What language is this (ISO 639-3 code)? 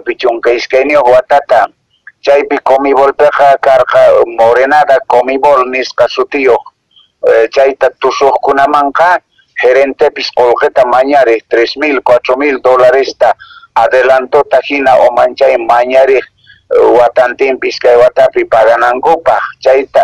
que